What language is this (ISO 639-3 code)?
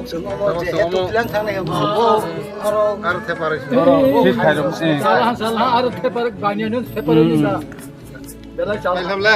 trp